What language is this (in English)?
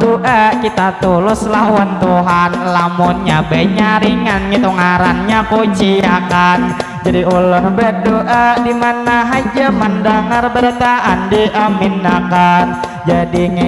Banjar